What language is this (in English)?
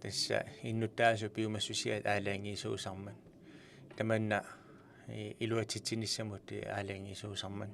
Kalaallisut